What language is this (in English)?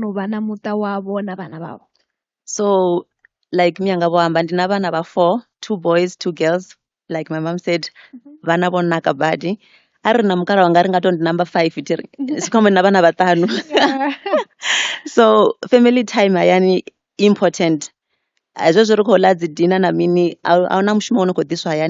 Venda